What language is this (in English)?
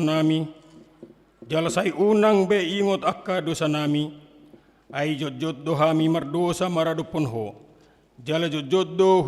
Batak Toba